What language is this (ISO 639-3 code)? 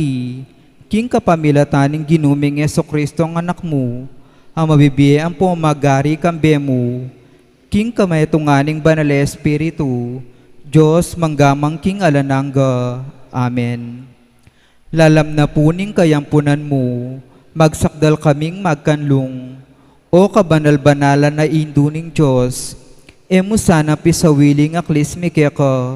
pam